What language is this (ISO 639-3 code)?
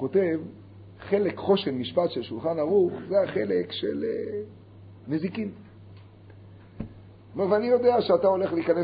heb